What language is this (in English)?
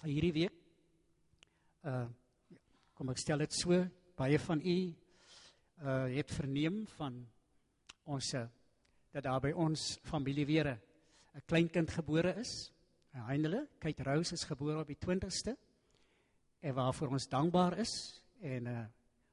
Afrikaans